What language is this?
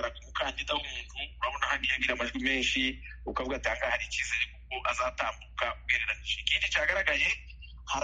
Kinyarwanda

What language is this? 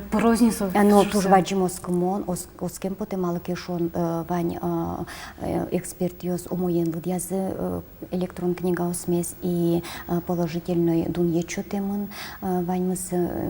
Udmurt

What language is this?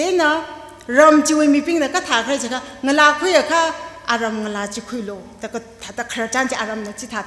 Tangkhul Naga (India)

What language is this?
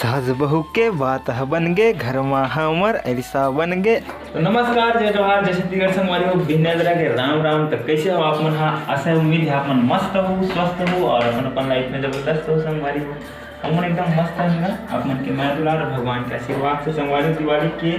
Chhattisgarhi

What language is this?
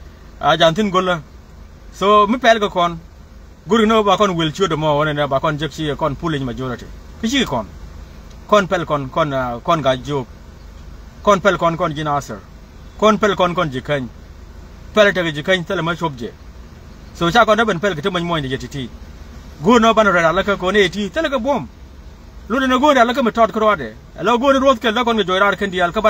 Nuer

